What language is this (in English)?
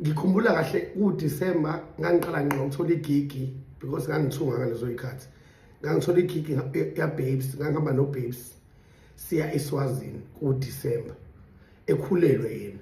Zulu